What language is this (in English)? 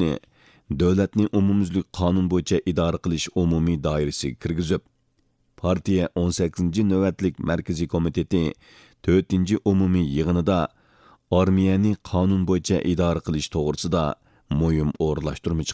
Uyghur